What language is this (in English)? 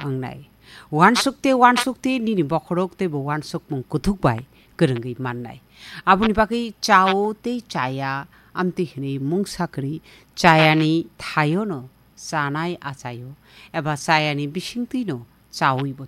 Kok Borok